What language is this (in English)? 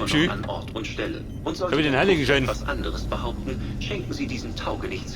Bavarian